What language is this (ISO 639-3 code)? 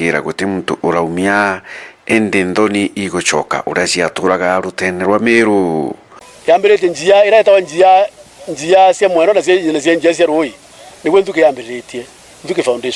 mer